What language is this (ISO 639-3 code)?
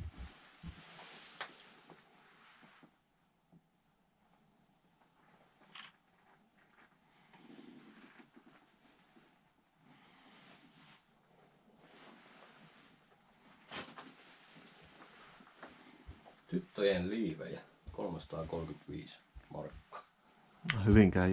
fin